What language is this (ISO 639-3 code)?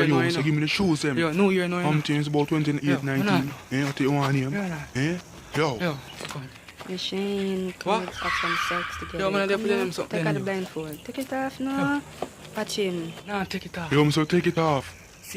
jam